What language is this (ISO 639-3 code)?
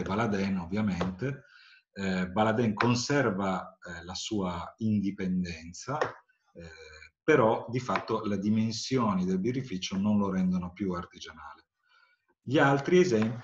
ita